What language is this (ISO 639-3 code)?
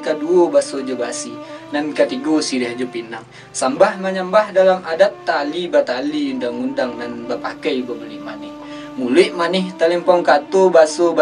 min